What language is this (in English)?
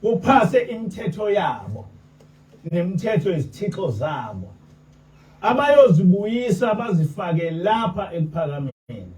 Zulu